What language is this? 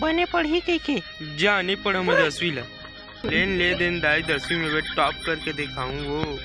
Chhattisgarhi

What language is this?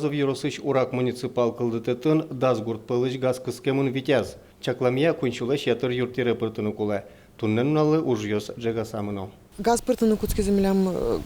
Udmurt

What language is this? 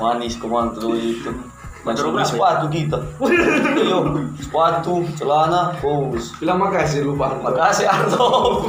Manado Malay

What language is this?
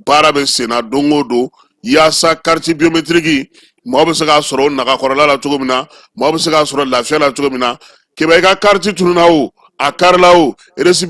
Bambara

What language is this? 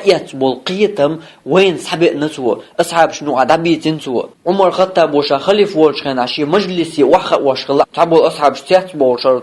Chechen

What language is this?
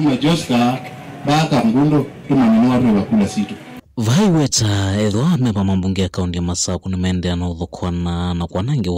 Kamba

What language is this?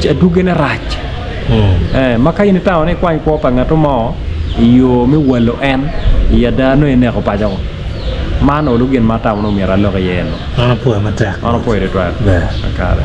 Acoli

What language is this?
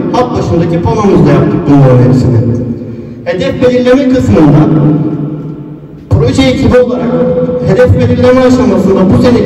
Turkish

